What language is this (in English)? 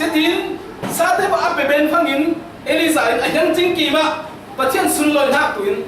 Falam Chin